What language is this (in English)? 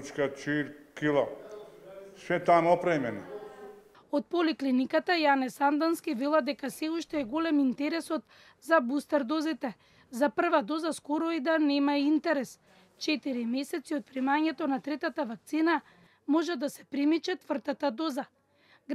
Macedonian